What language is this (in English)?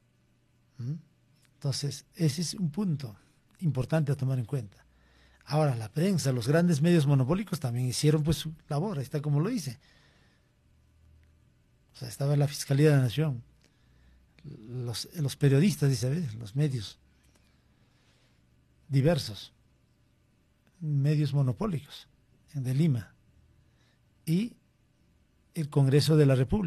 Spanish